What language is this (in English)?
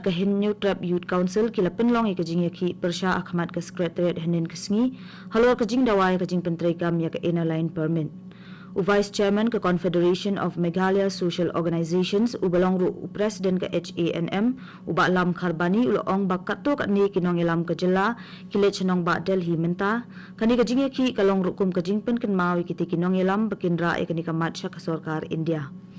Khasi